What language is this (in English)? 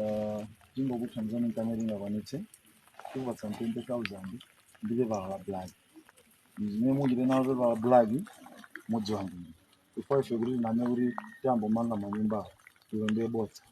Nyanja